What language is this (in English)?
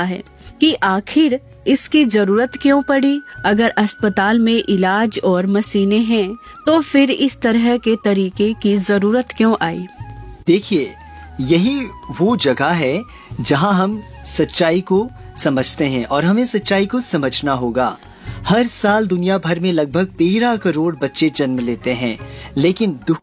Hindi